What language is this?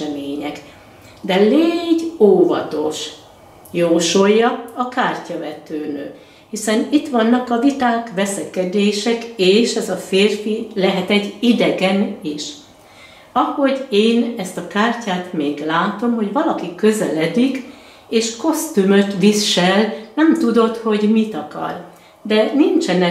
Hungarian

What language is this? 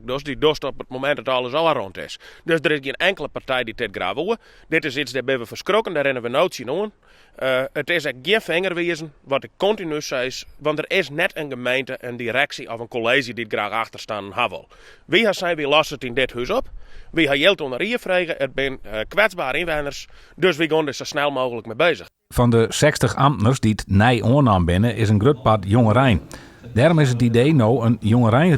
Western Frisian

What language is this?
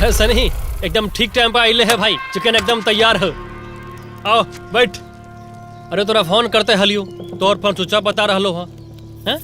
Magahi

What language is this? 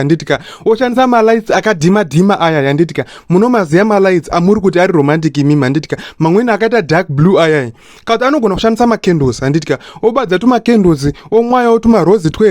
Shona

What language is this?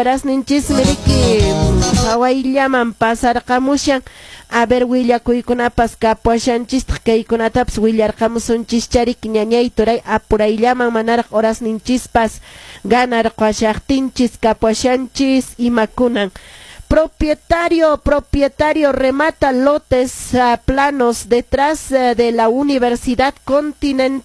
Quechua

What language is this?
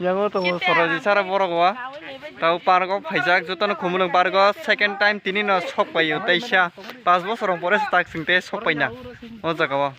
Kok Borok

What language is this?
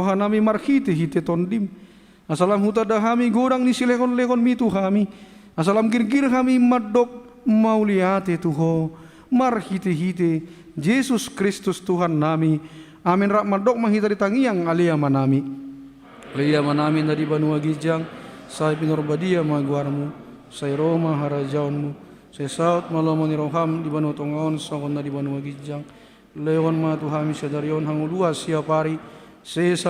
Batak Toba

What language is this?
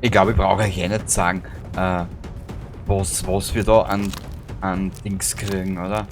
Bavarian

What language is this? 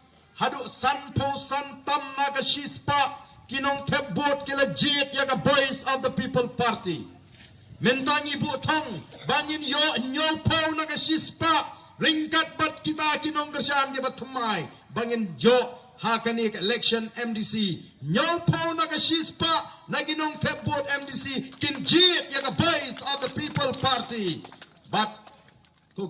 Khasi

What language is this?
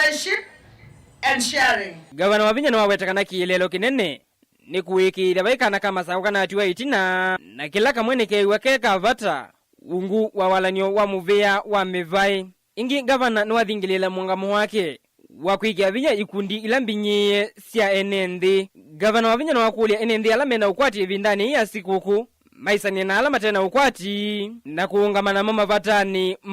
Kamba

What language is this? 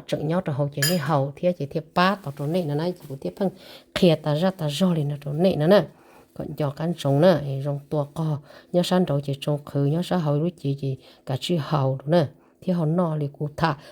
Hmong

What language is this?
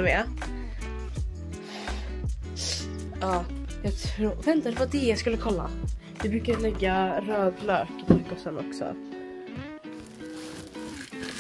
Swedish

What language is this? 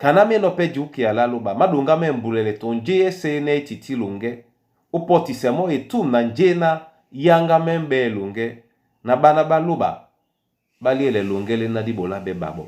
Duala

